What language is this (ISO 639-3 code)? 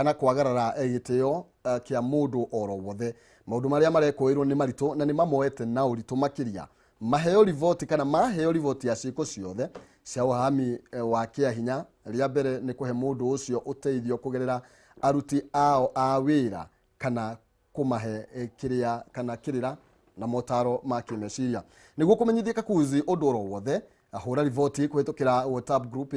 kik